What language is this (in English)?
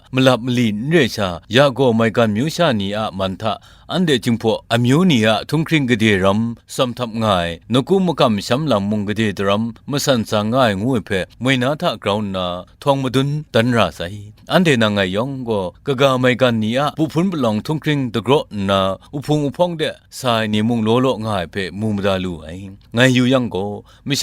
Kachin